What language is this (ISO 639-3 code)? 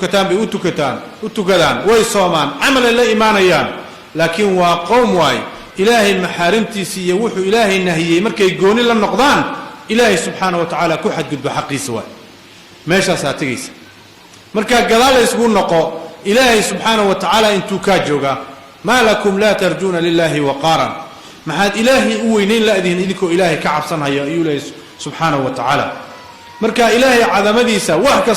som